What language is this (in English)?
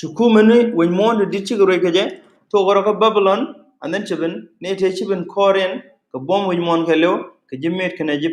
Nuer